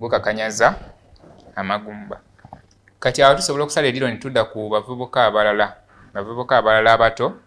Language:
Ganda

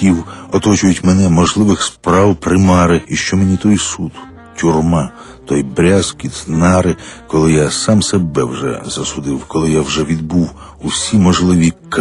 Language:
Ukrainian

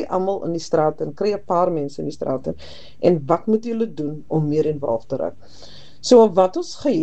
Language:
Afrikaans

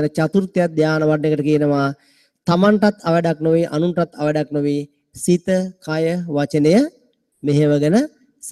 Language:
Sinhala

